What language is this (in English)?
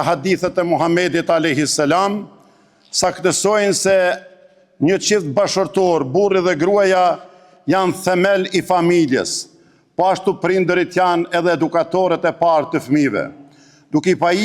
Albanian